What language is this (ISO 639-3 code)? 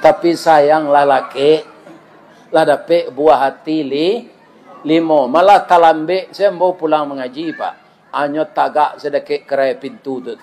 min